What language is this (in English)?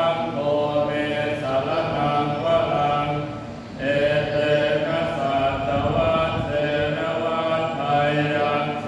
Pali